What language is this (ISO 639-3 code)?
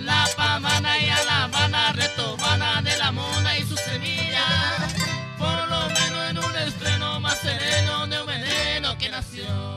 grn